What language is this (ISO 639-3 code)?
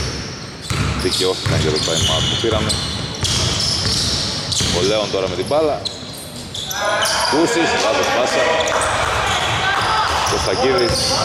ell